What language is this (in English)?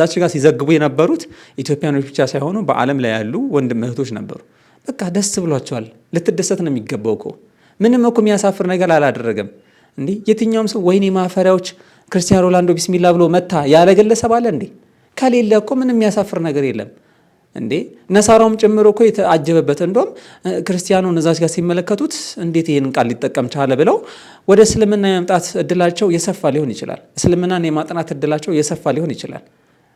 Amharic